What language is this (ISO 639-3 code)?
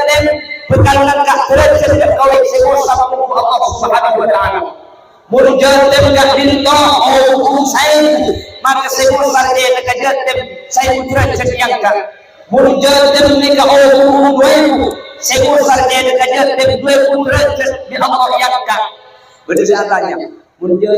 mad